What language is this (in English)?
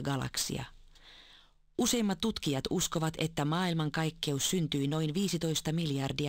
Finnish